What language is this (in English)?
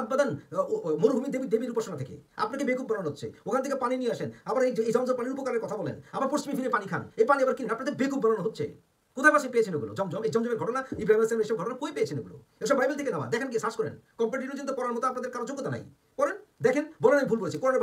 Bangla